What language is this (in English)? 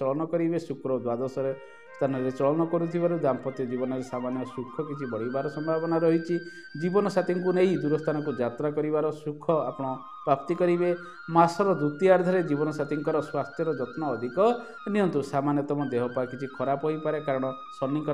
Odia